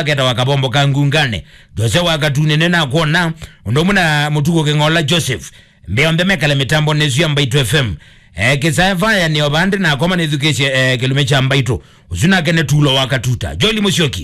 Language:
Kamba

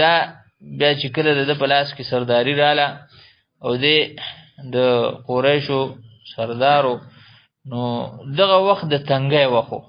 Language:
Pashto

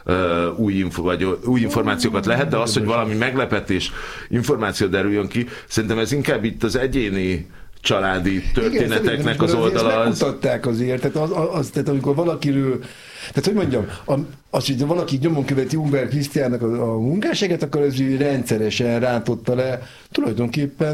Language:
Hungarian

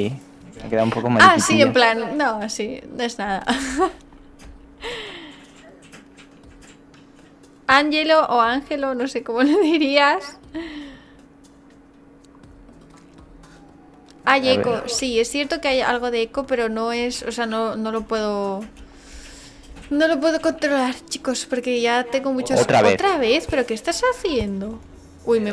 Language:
Spanish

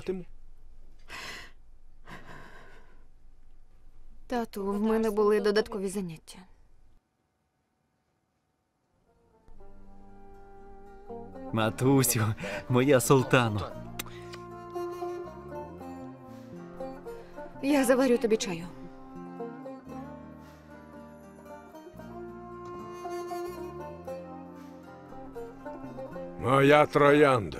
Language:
Ukrainian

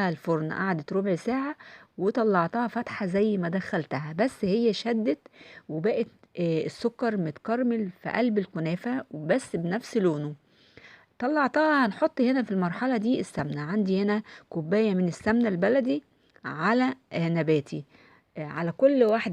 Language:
Egyptian Arabic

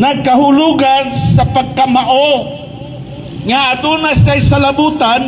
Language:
Cebuano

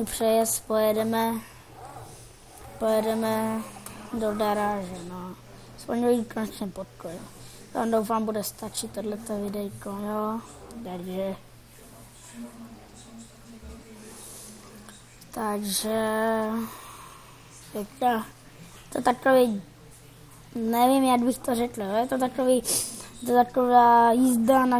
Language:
Czech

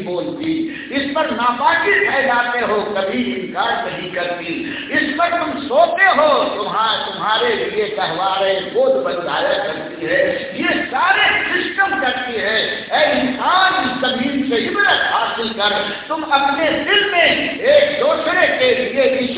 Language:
Urdu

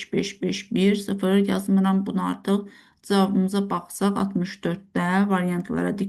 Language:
Azerbaijani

